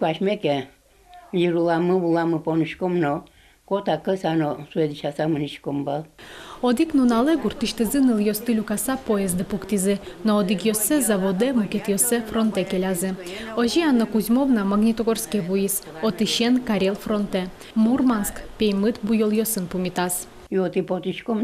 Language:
Udmurt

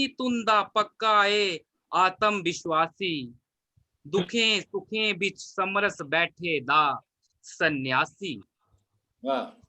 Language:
Dogri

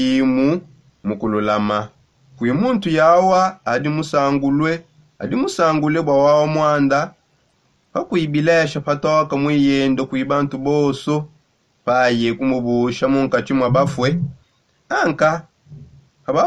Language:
Songe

